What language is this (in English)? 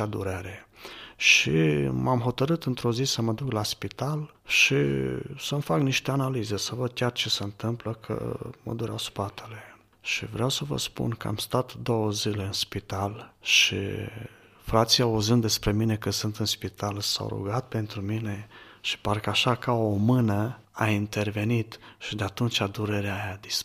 Romanian